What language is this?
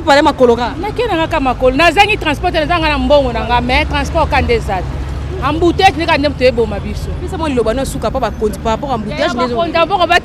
Lingala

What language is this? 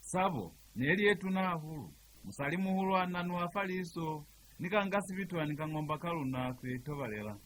Lozi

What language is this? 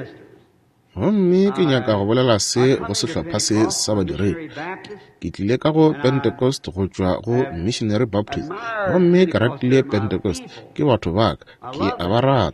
Northern Sotho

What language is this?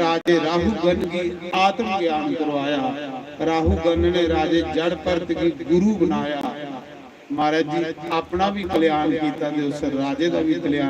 Dogri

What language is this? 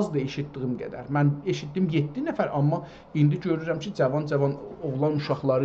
South Azerbaijani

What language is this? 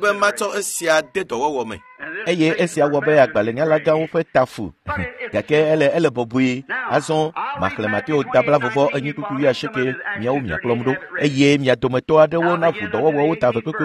Ewe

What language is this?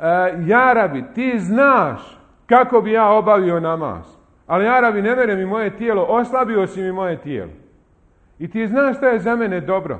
Bosnian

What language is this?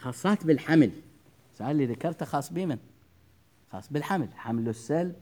Mesopotamian Arabic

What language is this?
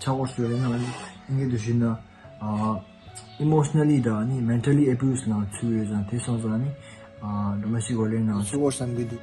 Tibetan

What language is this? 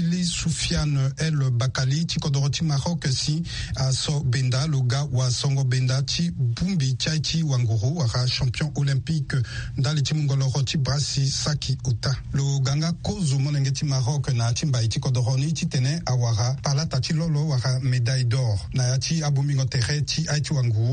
Sango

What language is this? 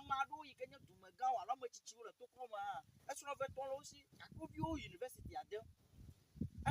Ewe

